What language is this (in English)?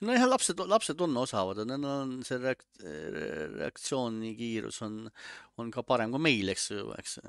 Estonian